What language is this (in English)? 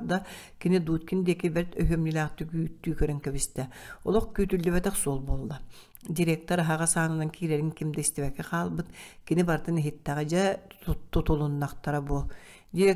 Yakut